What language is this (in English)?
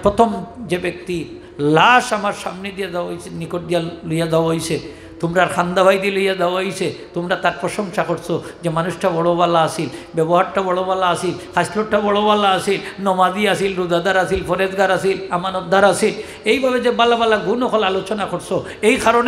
Sylheti